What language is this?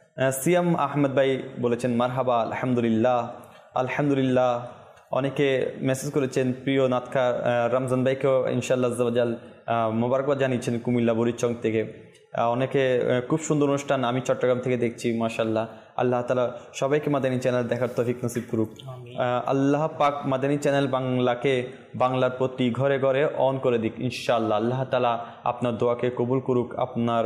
Bangla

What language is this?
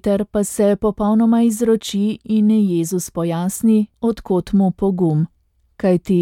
Slovenian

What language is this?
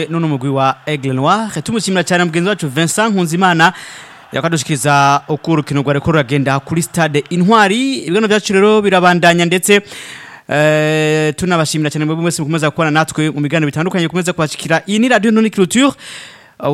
Rundi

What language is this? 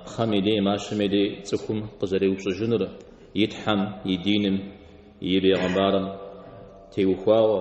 Kabardian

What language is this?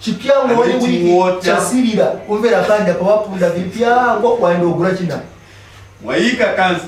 Nyanja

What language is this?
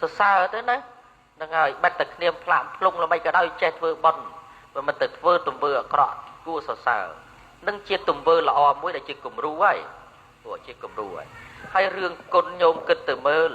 Khmer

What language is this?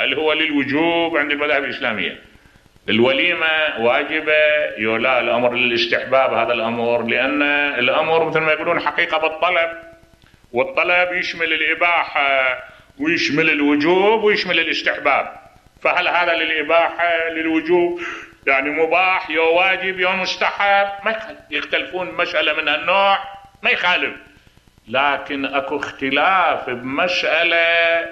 Mesopotamian Arabic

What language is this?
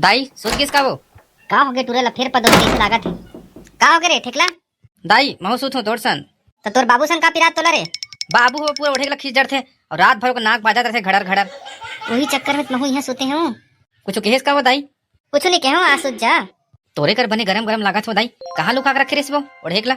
Chhattisgarhi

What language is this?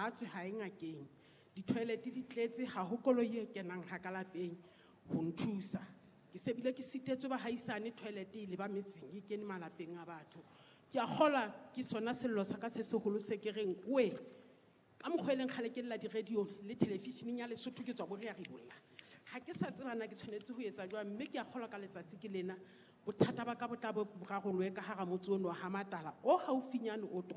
Southern Sotho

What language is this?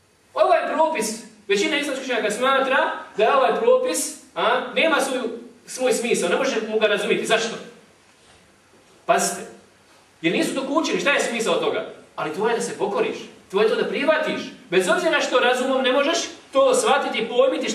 Bosnian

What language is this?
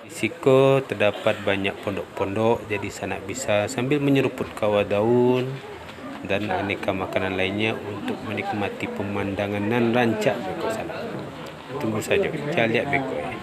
Minangkabau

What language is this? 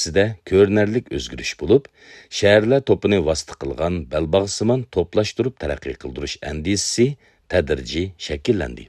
Uyghur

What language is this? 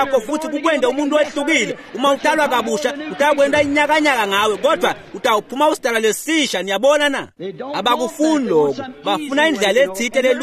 Swati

